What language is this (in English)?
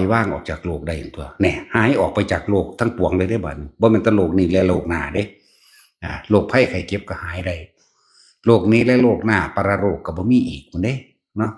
Northeastern Thai